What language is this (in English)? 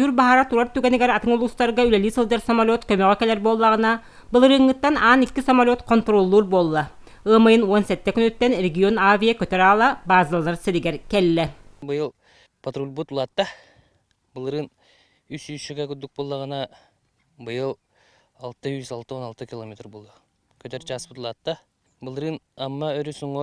Yakut